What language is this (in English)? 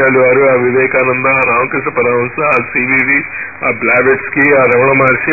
Telugu